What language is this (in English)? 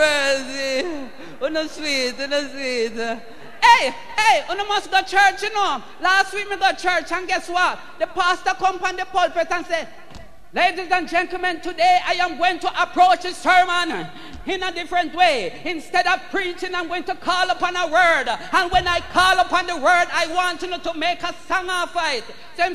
Jamaican Creole English